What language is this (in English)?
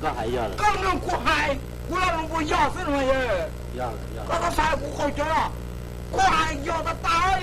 Hmong